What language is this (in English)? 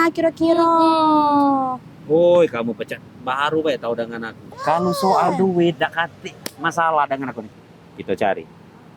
Musi